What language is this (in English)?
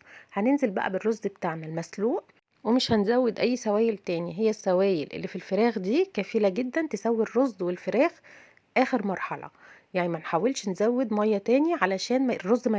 Egyptian Arabic